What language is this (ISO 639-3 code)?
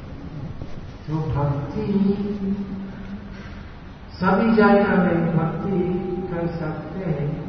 hin